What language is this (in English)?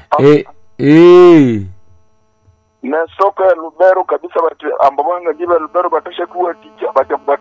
Swahili